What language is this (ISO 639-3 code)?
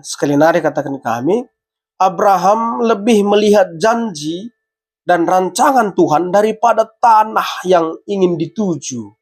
btx